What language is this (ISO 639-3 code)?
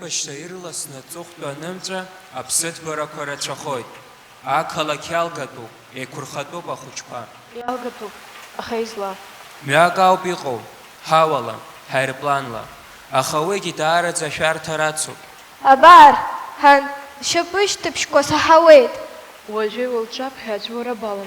abk